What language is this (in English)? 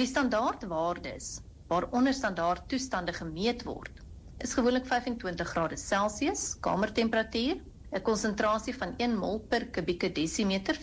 Afrikaans